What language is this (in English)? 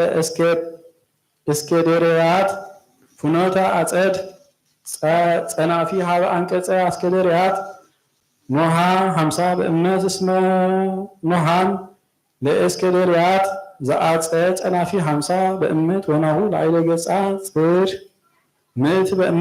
Geez